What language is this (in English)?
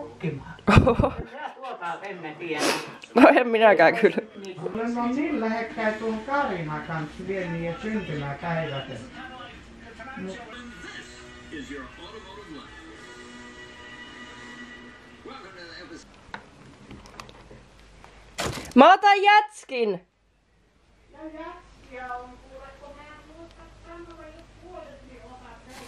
Finnish